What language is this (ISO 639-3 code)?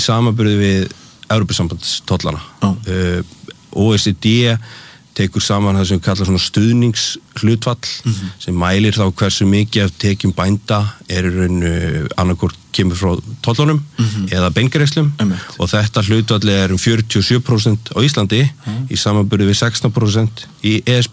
isl